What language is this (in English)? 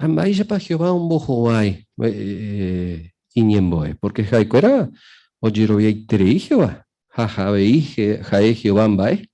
Guarani